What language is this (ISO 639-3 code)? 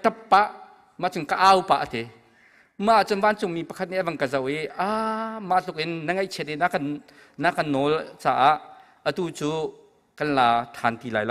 cnh